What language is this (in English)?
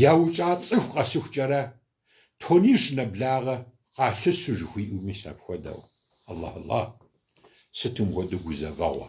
Kabardian